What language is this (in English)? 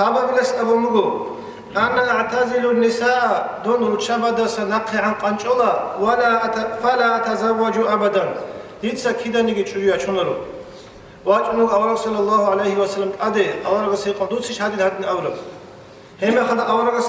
Avaric